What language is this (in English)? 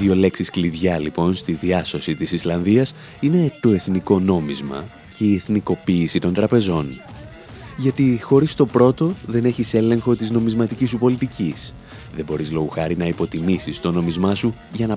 Greek